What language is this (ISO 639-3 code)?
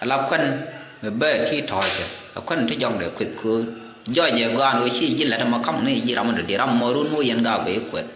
nus